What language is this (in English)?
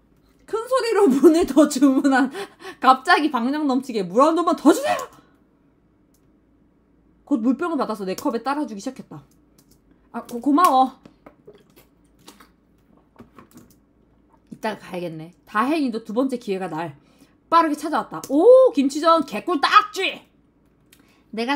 Korean